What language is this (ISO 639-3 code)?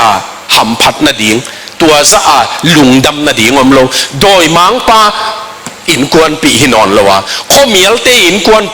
ctd